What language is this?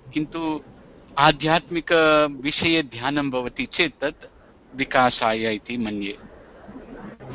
Sanskrit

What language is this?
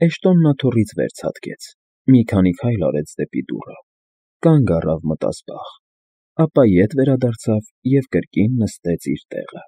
Armenian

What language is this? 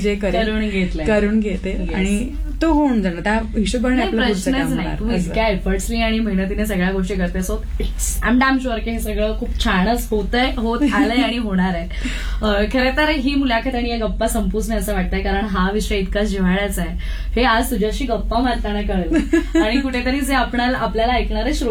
Marathi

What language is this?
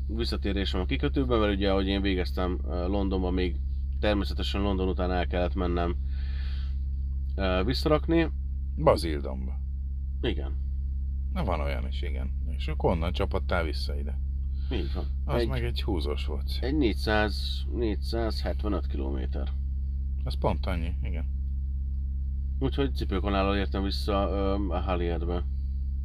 Hungarian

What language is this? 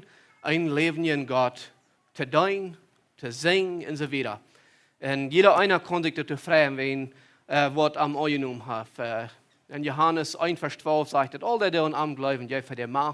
Plautdietsch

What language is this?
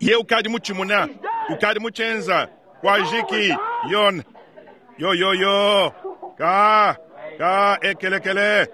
Luba-Lulua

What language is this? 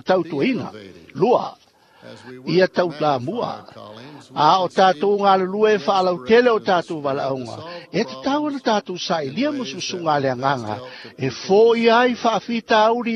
Samoan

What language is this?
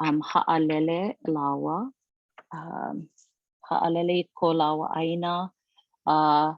Hawaiian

